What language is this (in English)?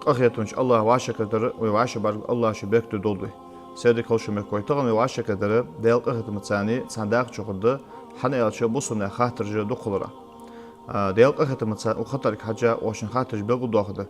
Ingush